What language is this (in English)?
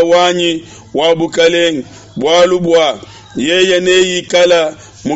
Luba-Lulua